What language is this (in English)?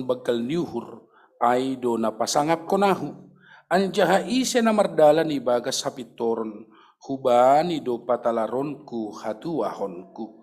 Batak Simalungun